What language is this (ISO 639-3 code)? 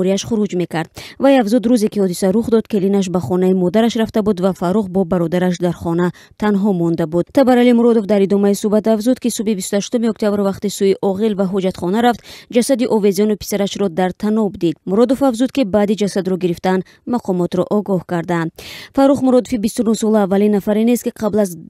tgk